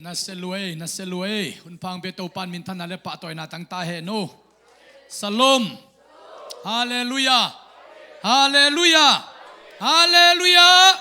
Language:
Tedim Chin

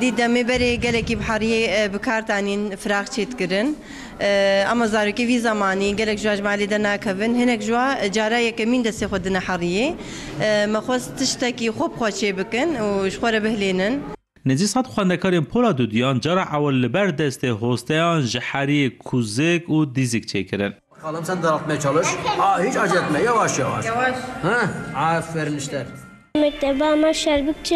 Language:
Kurdish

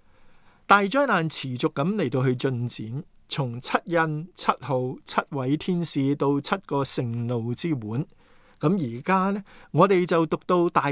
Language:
Cantonese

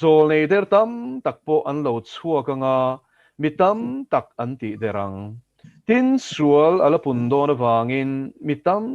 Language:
Mizo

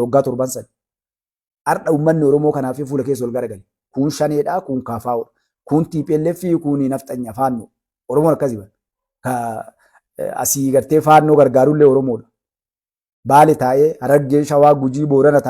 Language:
Oromo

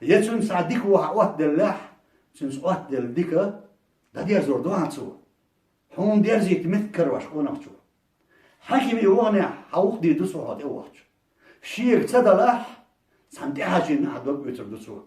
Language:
Chechen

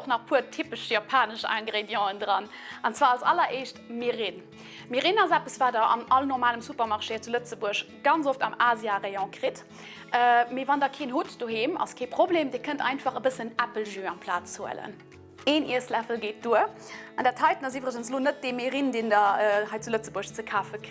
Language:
Luxembourgish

